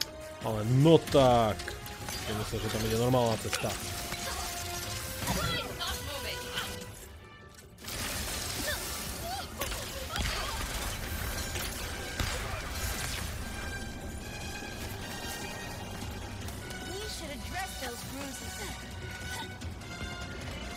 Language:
Slovak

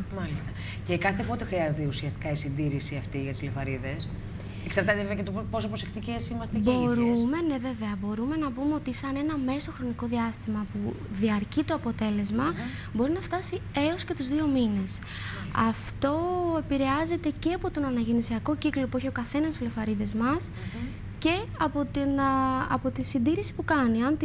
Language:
Greek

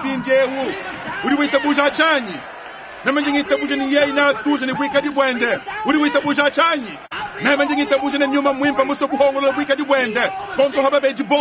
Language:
Luba-Lulua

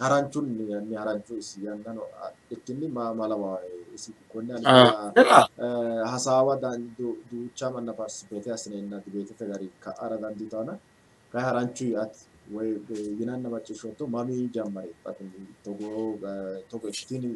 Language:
Sidamo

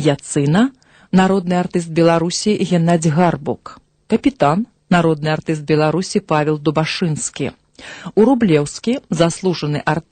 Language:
Belarusian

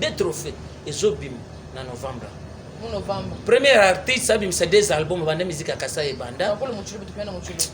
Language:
Luba-Lulua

